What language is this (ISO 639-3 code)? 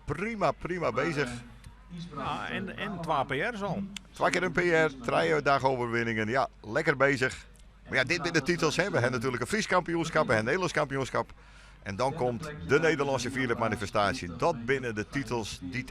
fry